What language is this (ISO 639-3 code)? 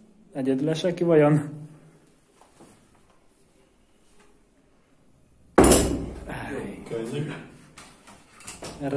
hun